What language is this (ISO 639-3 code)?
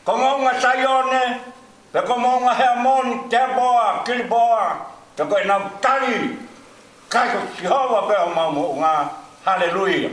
ton